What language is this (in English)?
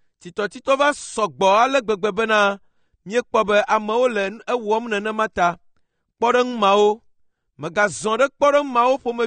Ewe